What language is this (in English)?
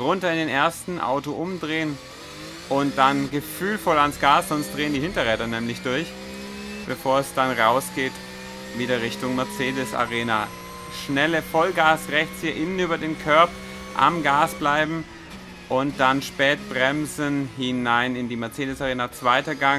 German